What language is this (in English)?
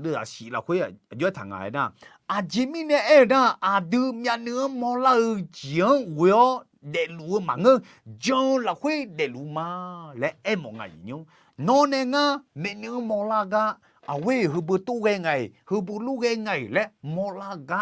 Akha